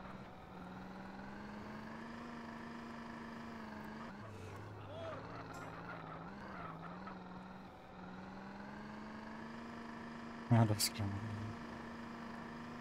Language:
Turkish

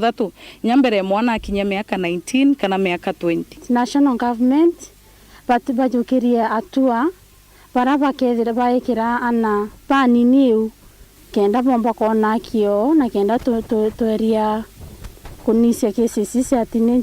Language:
Meru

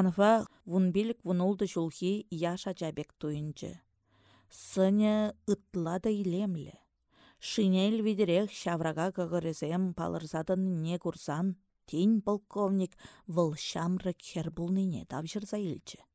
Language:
Chuvash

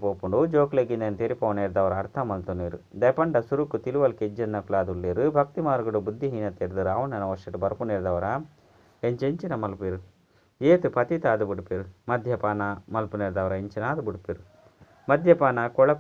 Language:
Tulu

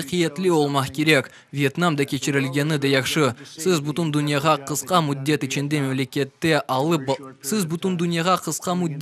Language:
Crimean Tatar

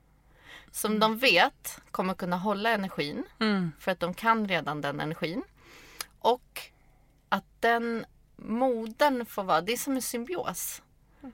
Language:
Swedish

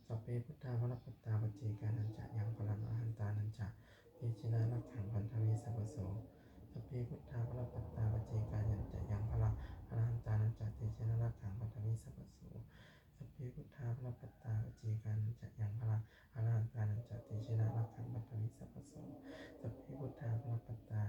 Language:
Pali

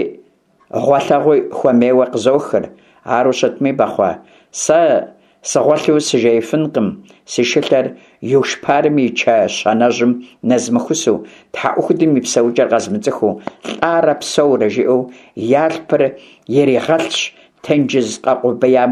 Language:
Kabardian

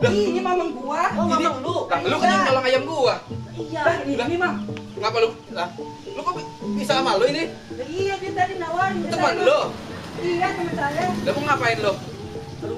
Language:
Betawi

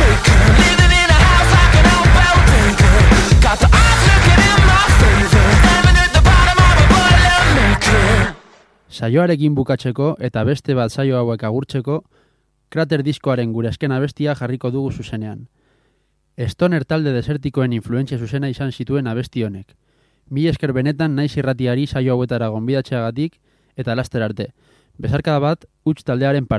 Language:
Basque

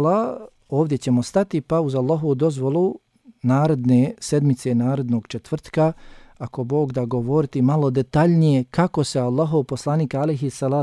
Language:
Bosnian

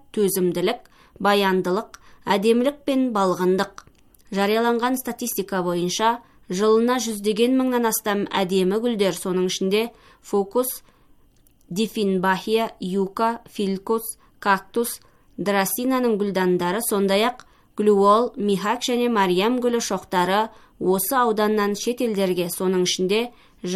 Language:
Kazakh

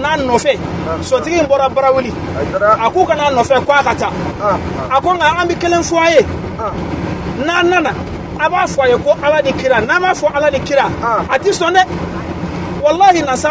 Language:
Bambara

